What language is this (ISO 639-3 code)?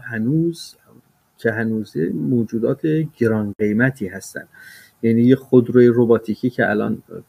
fas